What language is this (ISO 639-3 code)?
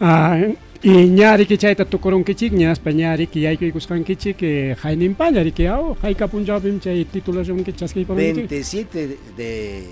quy